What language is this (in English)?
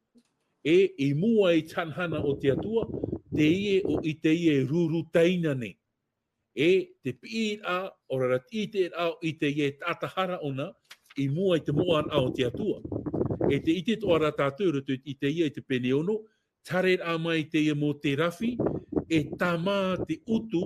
Tahitian